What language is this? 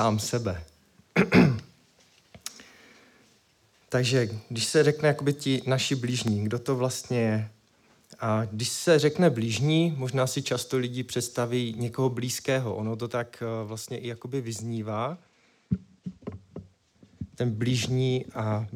Czech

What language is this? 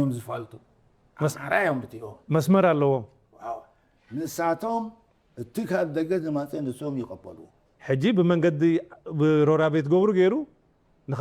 Tigrinya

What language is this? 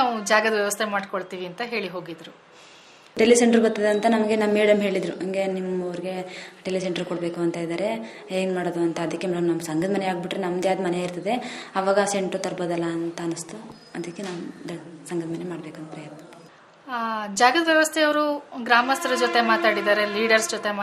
Kannada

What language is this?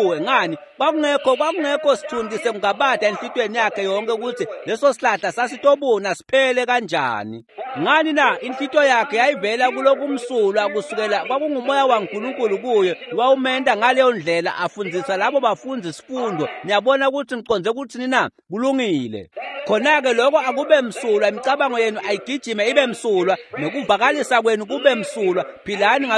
Swati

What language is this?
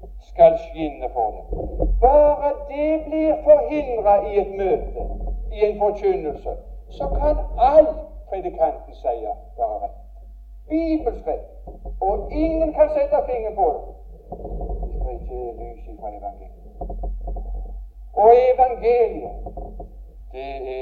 Norwegian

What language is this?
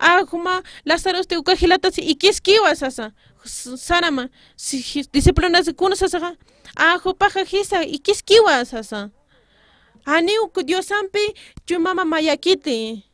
Aymara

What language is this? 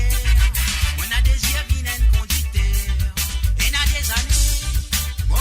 Morisyen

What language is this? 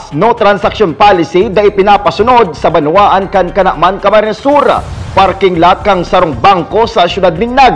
Bikol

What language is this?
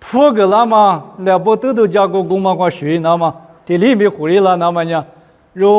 Lisu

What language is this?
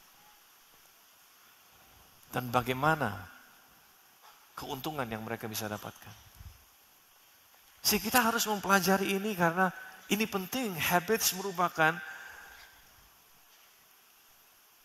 Indonesian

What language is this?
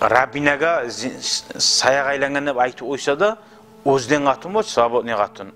Kumyk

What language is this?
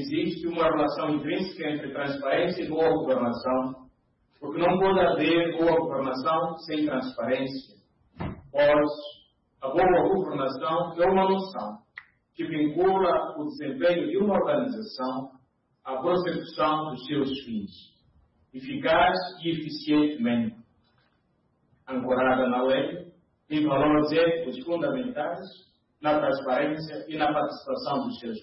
Portuguese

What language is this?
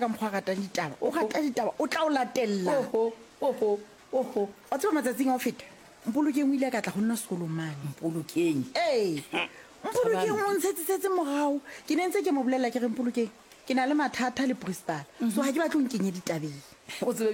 Southern Sotho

